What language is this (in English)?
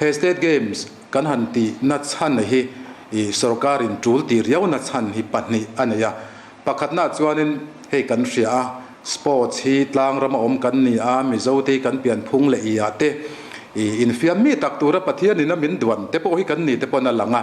Mizo